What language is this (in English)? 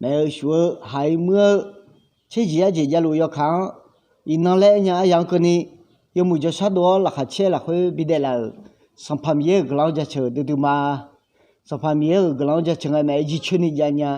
Akha